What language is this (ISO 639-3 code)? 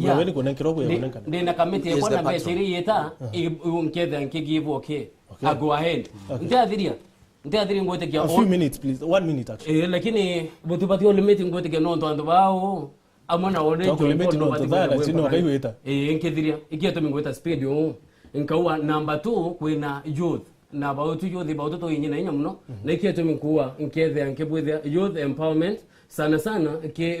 mer